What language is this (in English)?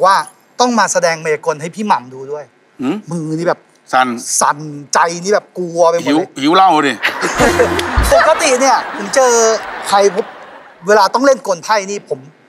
Thai